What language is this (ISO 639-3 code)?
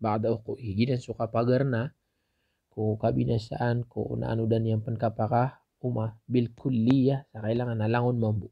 mrw